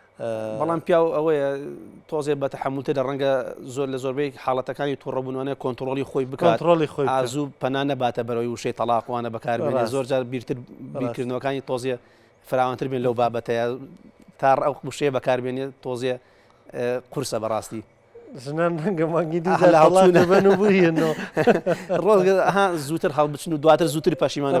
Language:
Central Kurdish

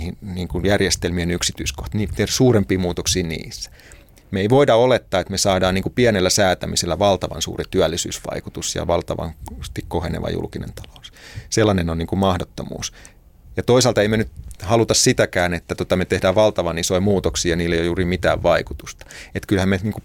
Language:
Finnish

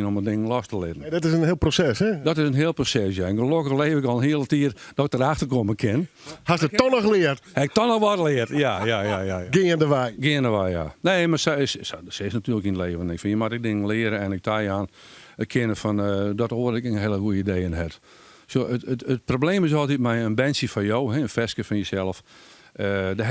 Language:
Western Frisian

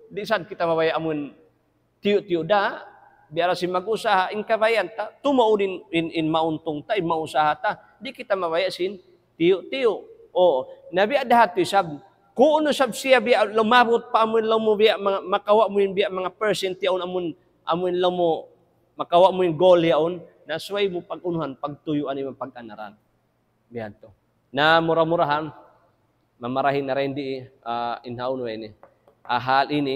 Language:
Tausug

